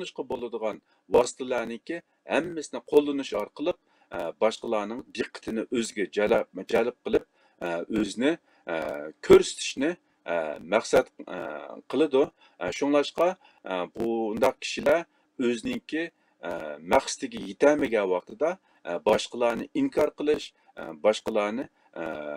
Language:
Uyghur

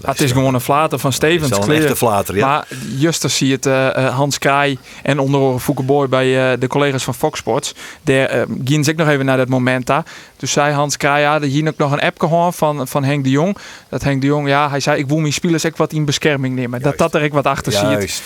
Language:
Western Frisian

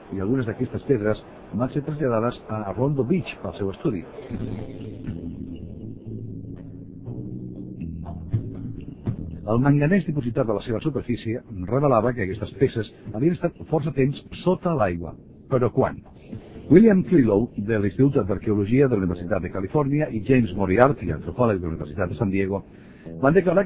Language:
Catalan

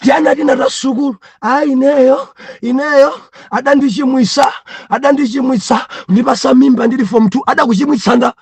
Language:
Nyanja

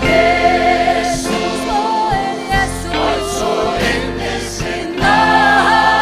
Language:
Faroese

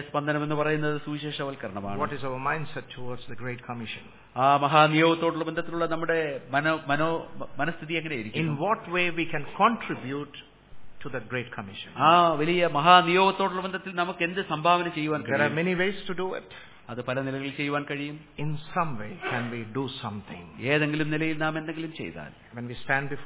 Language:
Malayalam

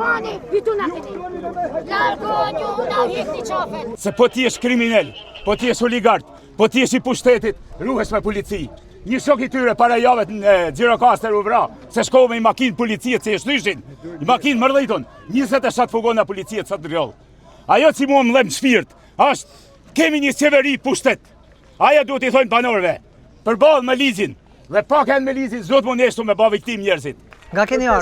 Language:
Albanian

